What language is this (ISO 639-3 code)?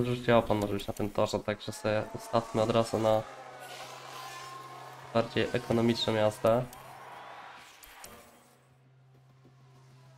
pol